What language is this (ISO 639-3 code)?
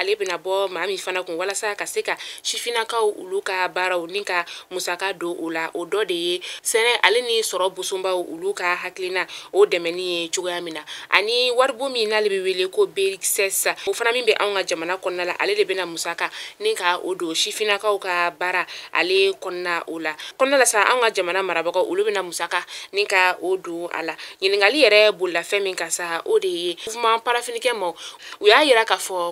bam